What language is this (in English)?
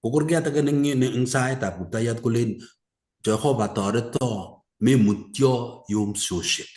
Kalenjin